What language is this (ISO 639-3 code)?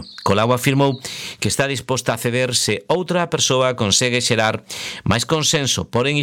glg